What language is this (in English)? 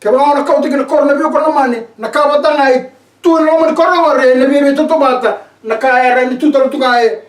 Fijian